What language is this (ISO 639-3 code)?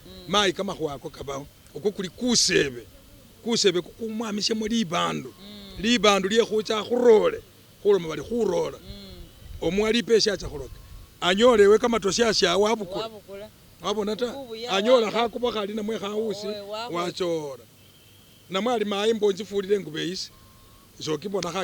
myx